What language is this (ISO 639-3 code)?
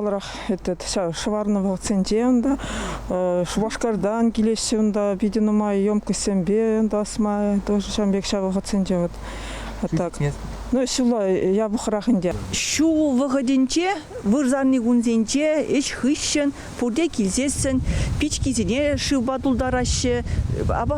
chv